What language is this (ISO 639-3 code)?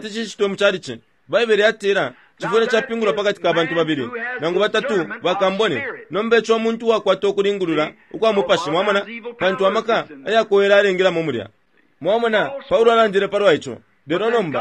bem